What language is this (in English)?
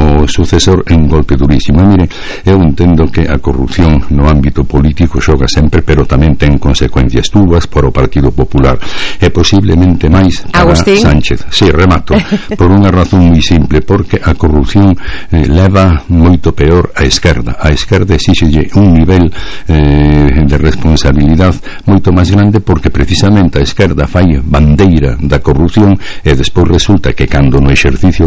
Galician